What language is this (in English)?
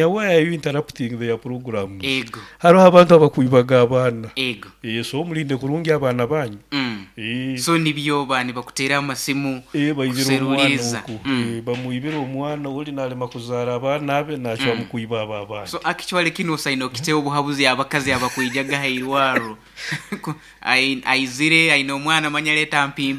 Nyoro